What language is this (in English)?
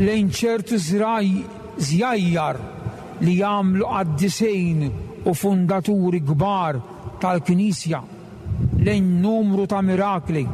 Maltese